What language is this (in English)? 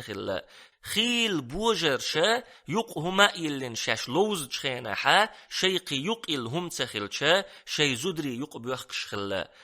Chechen